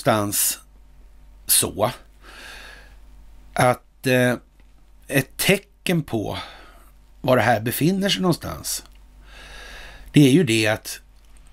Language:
Swedish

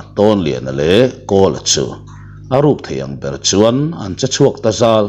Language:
Mizo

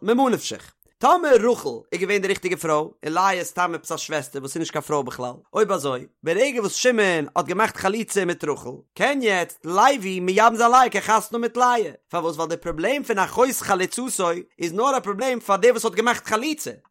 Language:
Yiddish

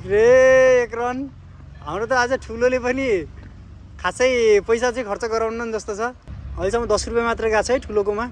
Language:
Nepali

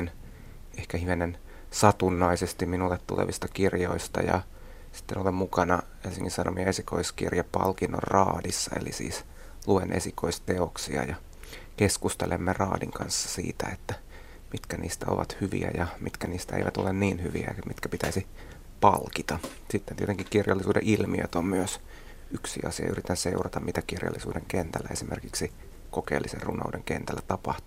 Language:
Finnish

